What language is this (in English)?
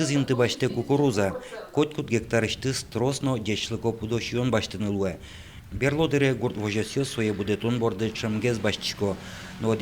Udmurt